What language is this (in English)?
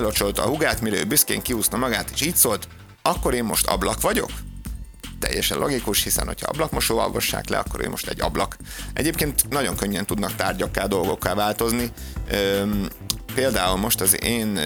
Hungarian